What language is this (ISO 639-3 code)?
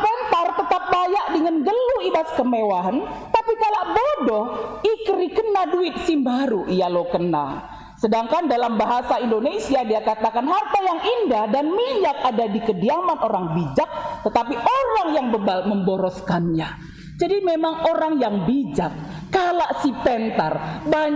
btx